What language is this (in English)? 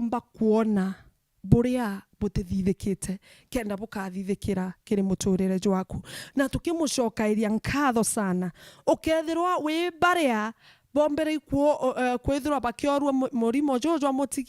Meru